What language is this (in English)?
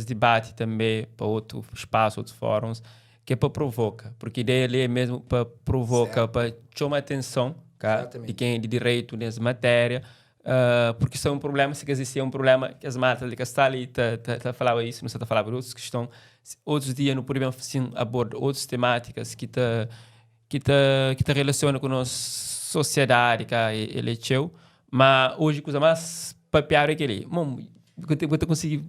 Kabuverdianu